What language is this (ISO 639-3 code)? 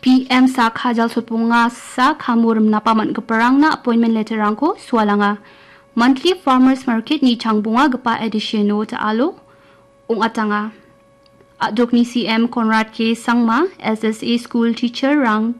grt